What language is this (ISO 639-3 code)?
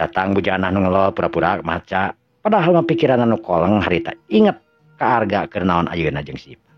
sun